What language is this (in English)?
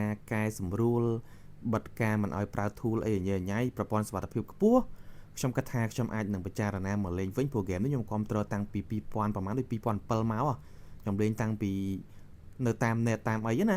Khmer